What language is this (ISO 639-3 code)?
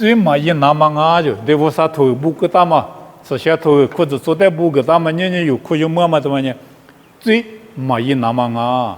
lis